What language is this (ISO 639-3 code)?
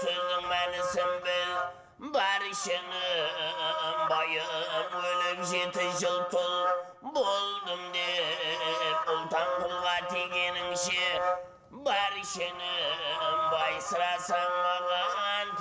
kaa